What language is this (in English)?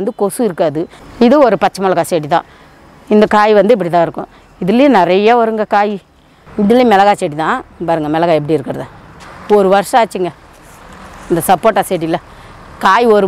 Tamil